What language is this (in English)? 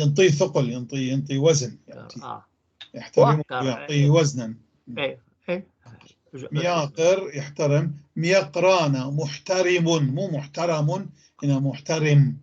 North Levantine Arabic